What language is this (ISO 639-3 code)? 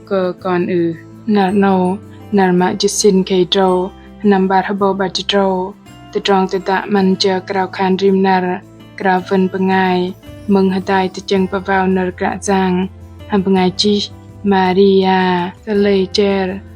bdq